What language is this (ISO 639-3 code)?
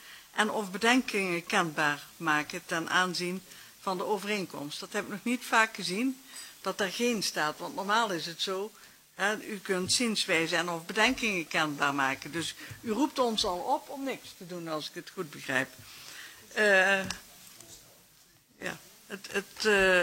nld